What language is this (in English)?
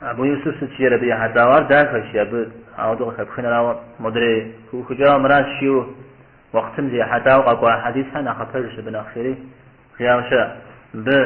Kabardian